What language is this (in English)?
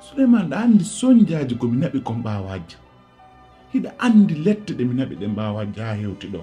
Pular